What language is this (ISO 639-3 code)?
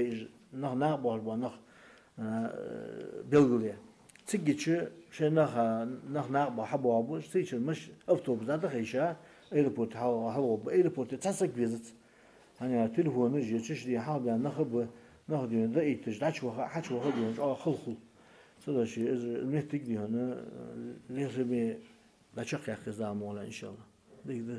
inh